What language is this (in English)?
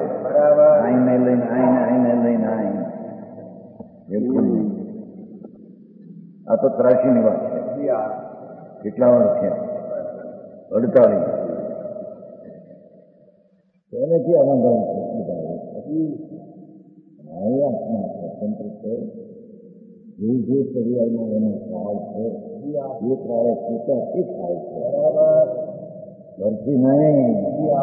Gujarati